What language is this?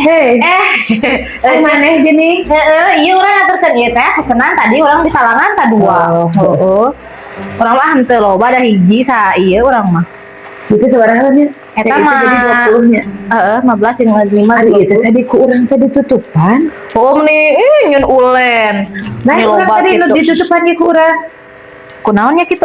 Sundanese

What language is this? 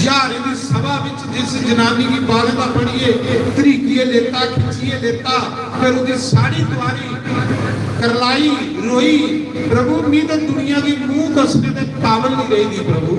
Dogri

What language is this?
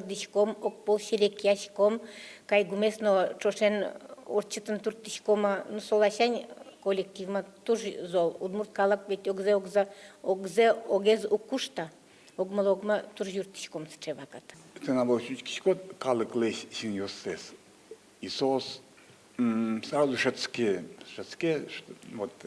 Udmurt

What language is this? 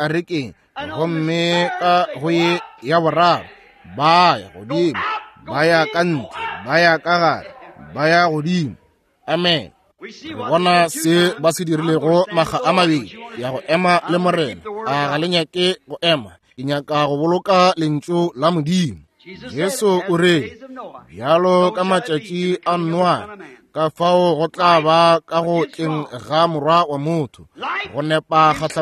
Northern Sotho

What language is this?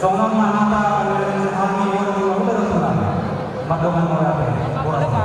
Batak Toba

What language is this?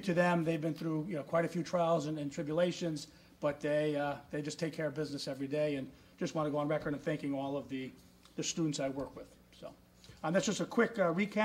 English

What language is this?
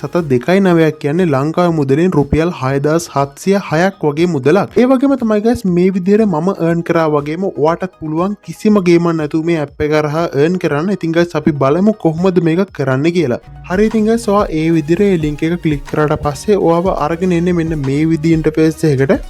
Sinhala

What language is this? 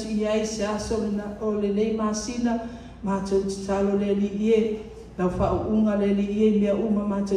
Samoan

